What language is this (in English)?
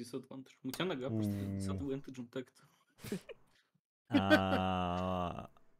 Russian